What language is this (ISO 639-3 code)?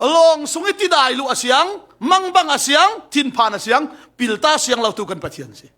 cfm